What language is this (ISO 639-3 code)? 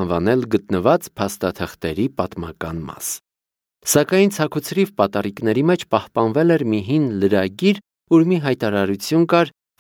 hye